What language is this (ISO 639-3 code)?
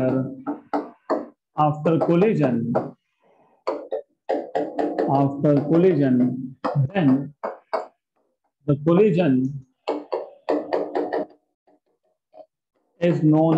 hin